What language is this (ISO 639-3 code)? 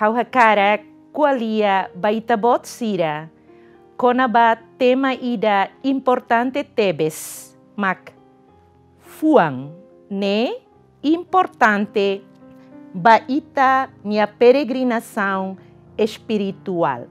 tet